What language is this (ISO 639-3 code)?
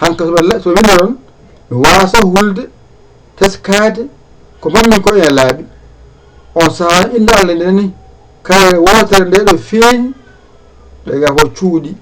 ful